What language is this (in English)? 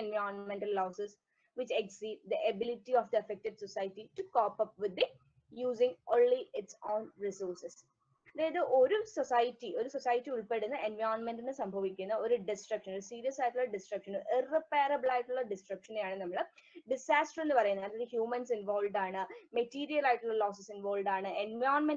Malayalam